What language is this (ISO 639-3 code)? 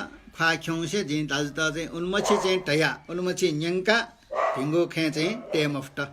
new